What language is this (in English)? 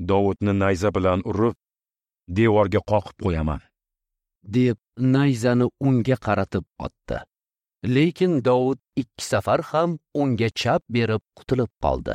Uzbek